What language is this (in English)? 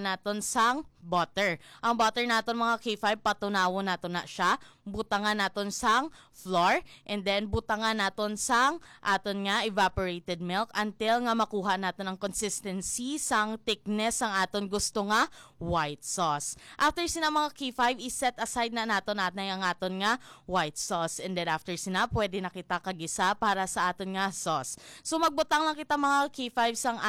Hiligaynon